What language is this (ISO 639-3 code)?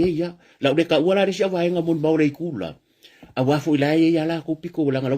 smo